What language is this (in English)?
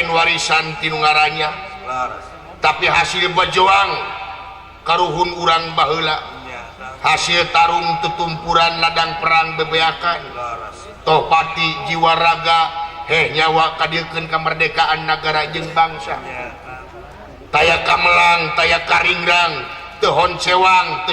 Sundanese